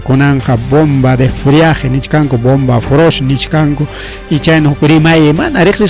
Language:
Ayacucho Quechua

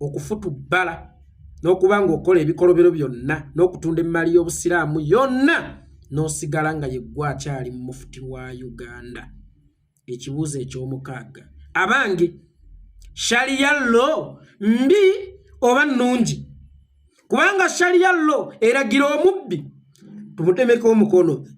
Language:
Ganda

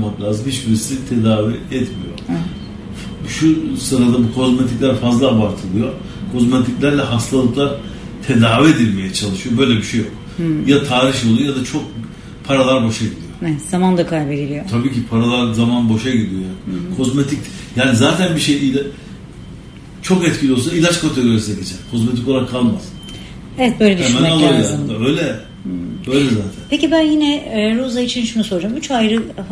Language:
Turkish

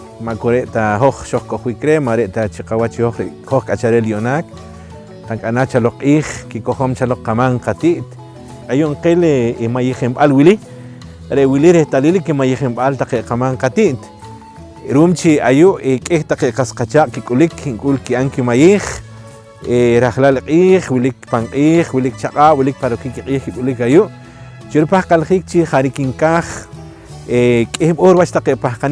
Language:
Poqomchi'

